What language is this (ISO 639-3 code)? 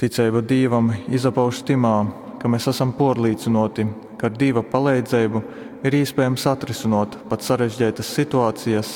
ltg